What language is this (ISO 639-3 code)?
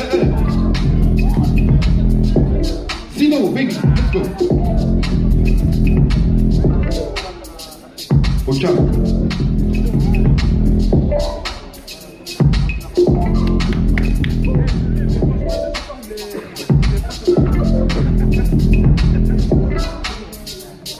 fra